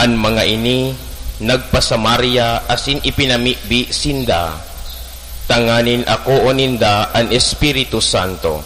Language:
Bikol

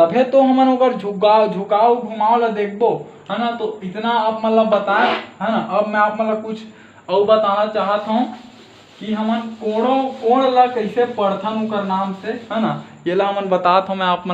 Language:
Chhattisgarhi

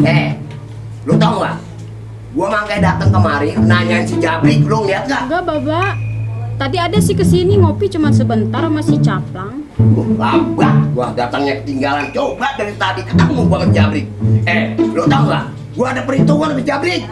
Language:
Betawi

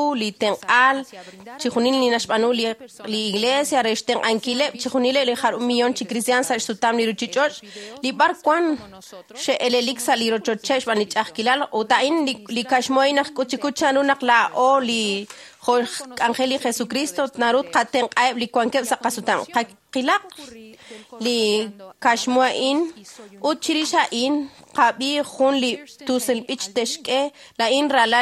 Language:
Kekchí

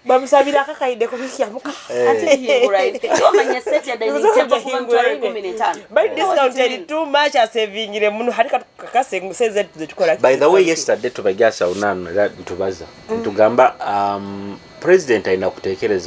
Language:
Nyoro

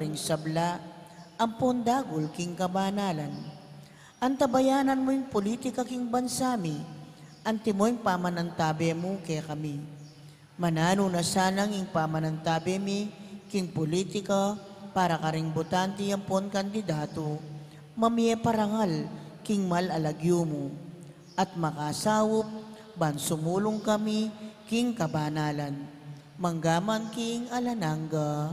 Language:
Pampanga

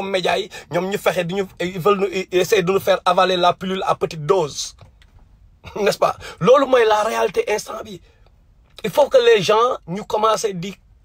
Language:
Wolof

